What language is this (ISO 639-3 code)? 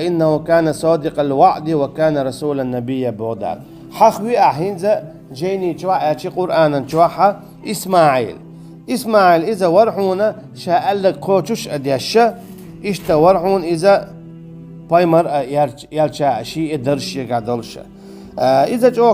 che